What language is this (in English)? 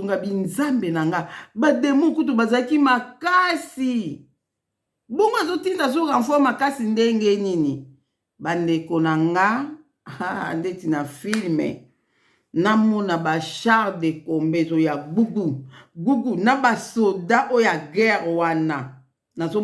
Lingala